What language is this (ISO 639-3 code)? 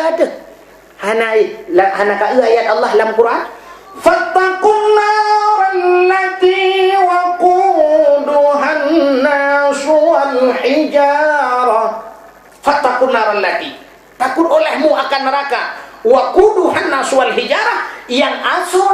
ace